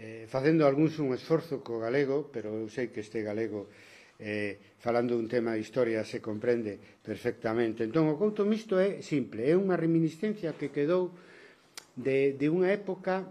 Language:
Galician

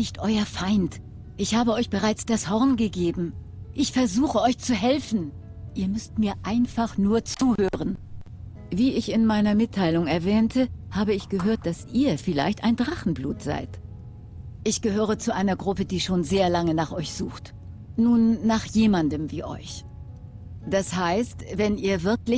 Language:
Swiss German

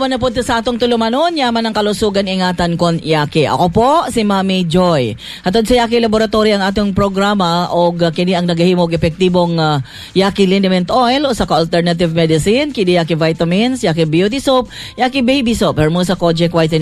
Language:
Cebuano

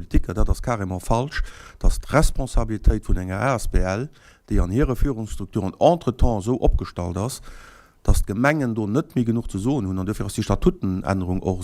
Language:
Luxembourgish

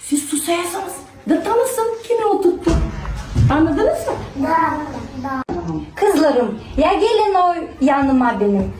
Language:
Gagauz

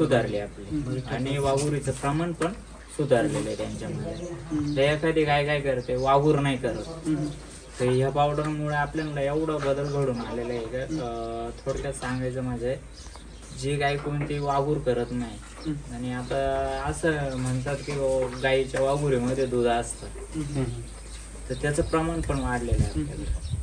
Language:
Marathi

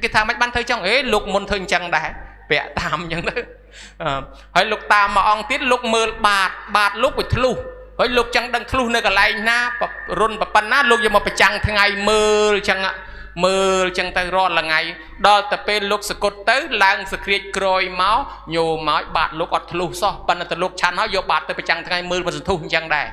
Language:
Khmer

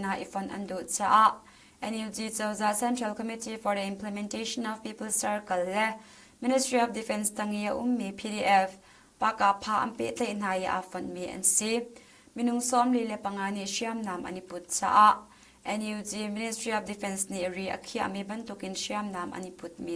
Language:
Hakha Chin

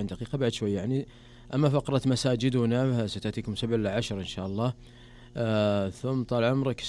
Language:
Najdi Arabic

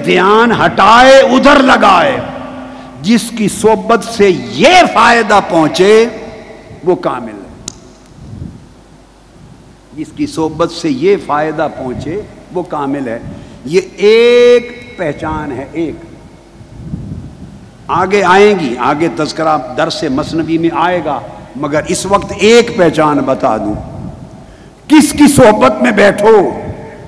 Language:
Urdu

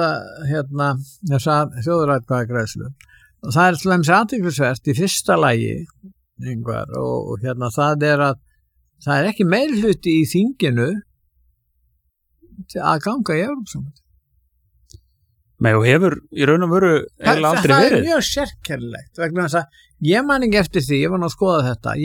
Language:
Icelandic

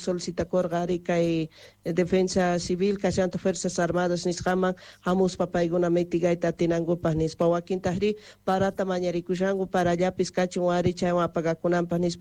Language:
South Bolivian Quechua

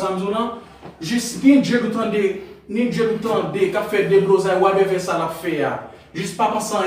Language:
Haitian Creole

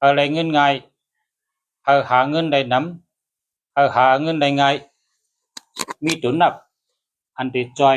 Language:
Shan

